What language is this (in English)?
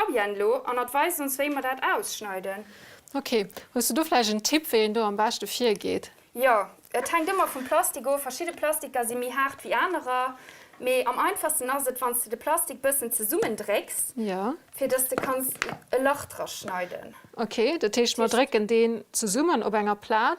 Luxembourgish